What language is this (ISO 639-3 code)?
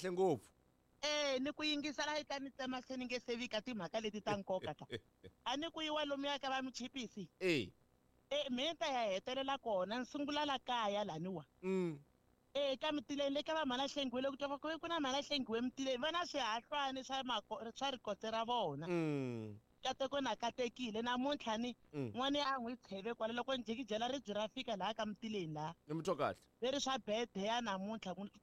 tso